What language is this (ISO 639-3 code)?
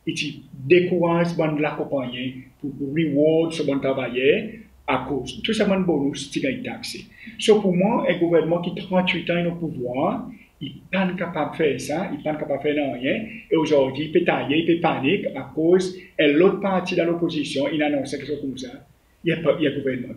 crs